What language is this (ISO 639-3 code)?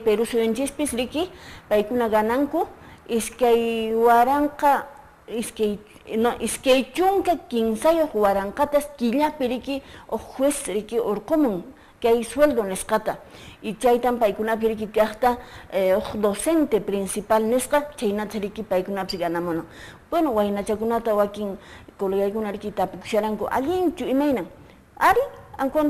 que